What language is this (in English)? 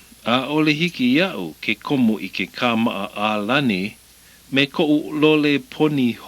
Hawaiian